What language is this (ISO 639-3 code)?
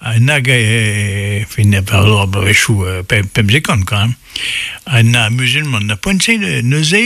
bre